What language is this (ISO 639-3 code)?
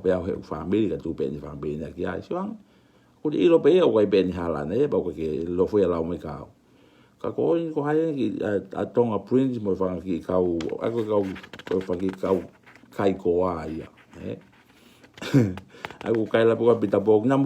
ton